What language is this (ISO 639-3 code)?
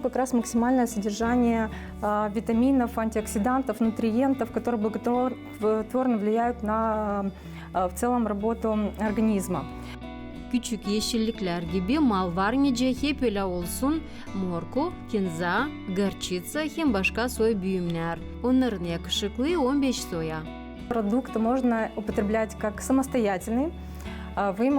gag